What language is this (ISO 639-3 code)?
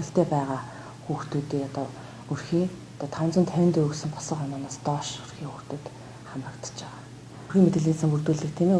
mon